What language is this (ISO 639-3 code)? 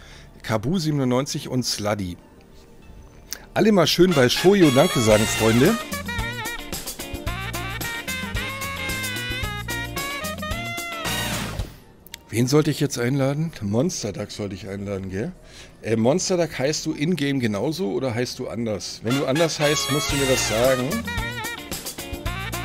deu